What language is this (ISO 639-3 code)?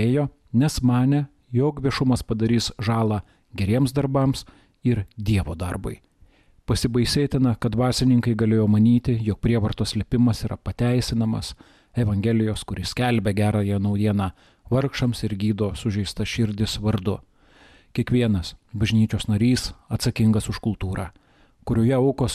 lit